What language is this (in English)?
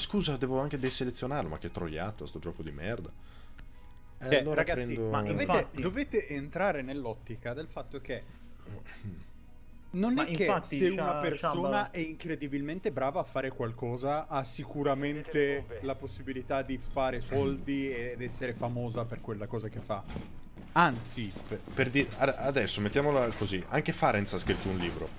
Italian